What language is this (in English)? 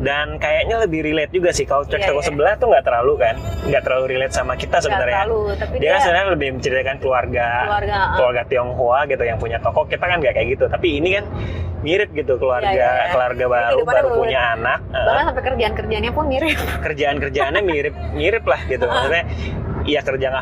Indonesian